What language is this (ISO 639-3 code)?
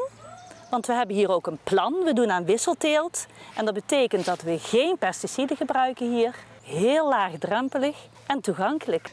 nld